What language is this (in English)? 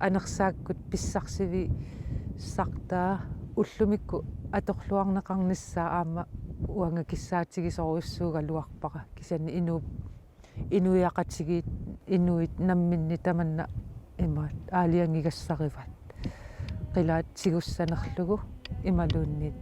Kalaallisut